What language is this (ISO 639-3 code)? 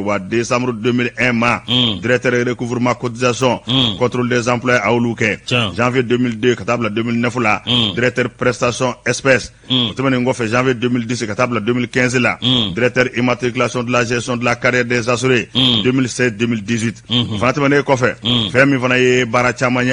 bam